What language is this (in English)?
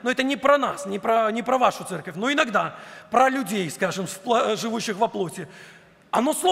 Russian